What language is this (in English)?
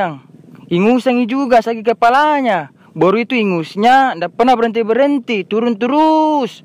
Makassar Malay